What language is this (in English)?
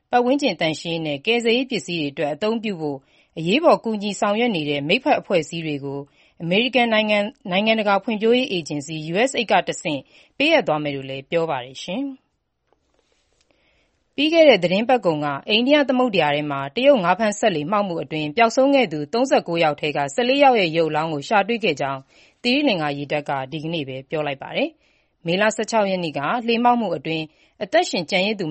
Burmese